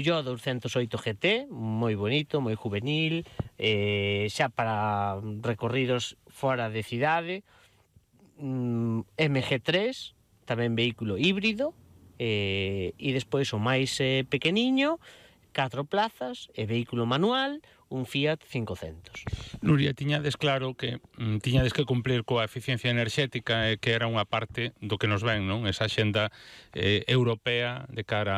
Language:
Galician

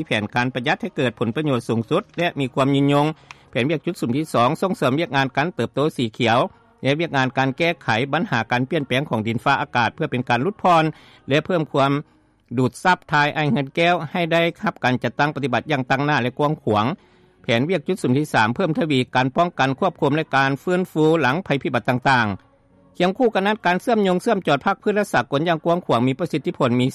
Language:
Lao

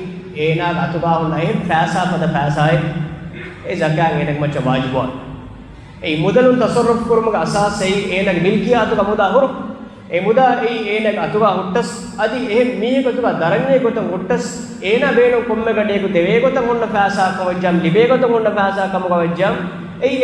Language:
Divehi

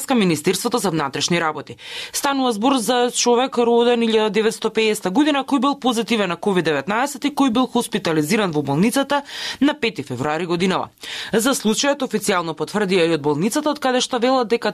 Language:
Macedonian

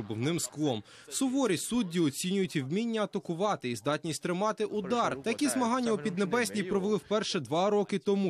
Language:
Ukrainian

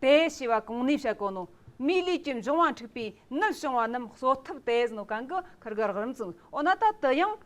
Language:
Amdo Tibetan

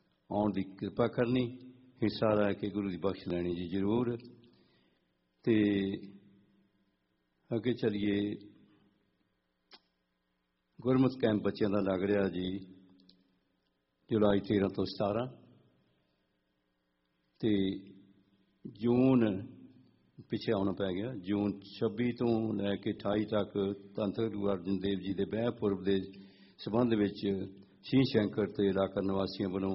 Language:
Punjabi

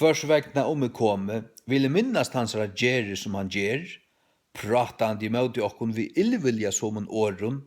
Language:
Faroese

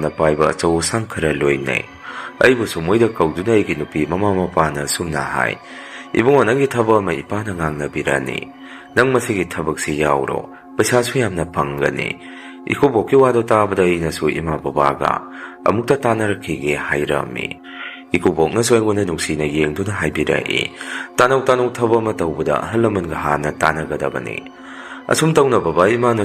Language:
Manipuri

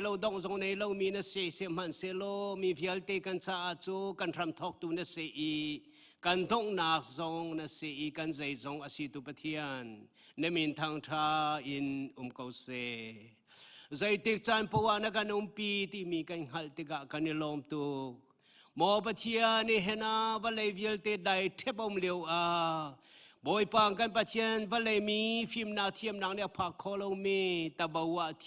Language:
Hakha Chin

